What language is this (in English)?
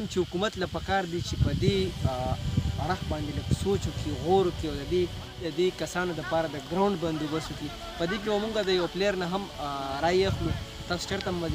Pashto